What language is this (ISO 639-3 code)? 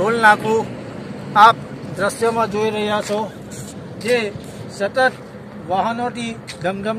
guj